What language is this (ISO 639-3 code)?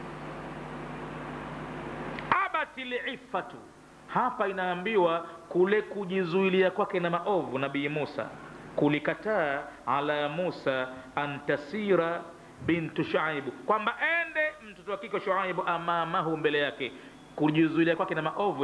swa